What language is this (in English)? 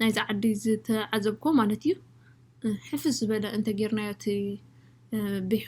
Tigrinya